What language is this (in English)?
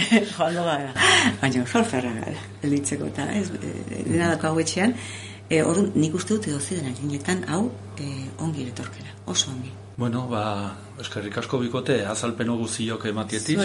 Basque